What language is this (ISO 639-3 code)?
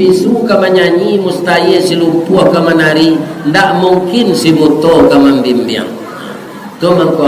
min